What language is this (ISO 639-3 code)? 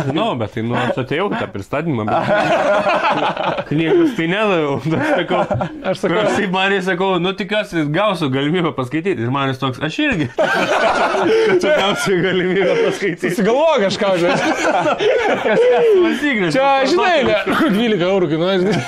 lit